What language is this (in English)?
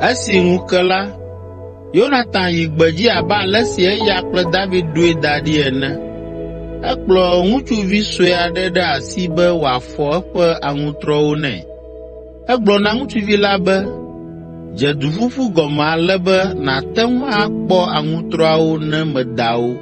Ewe